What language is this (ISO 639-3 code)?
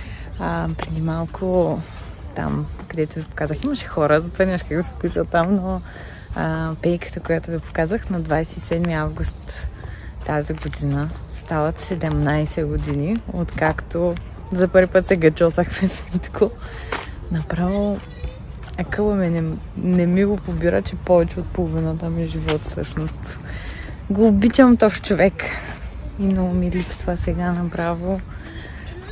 bul